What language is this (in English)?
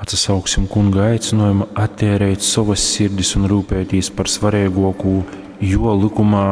Latgalian